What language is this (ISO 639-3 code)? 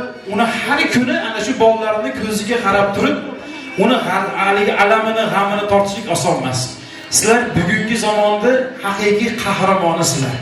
uzb